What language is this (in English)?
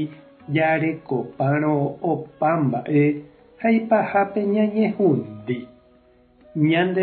Guarani